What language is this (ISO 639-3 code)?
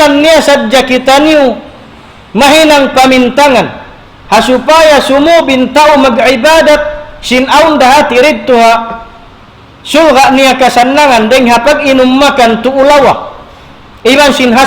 tsg